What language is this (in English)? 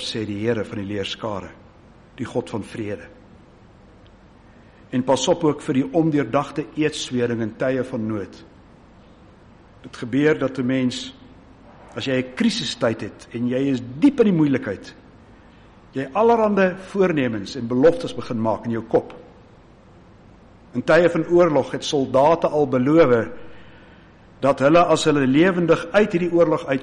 Afrikaans